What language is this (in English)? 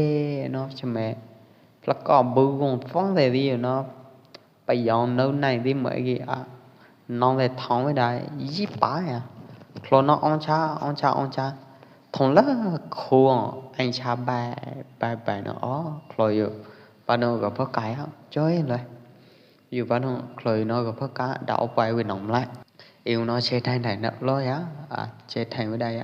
Pwo Eastern Karen